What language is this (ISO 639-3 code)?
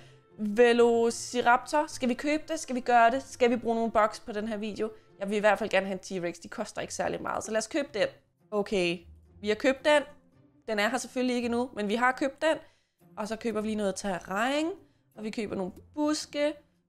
dan